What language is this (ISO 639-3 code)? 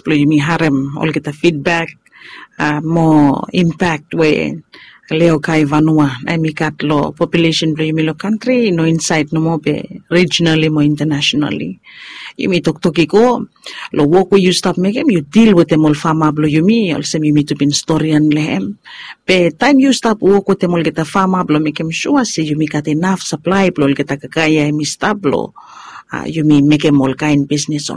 bis